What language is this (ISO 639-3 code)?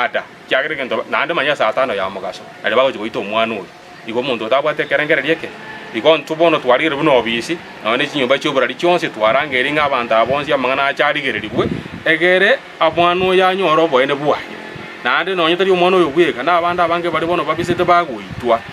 guz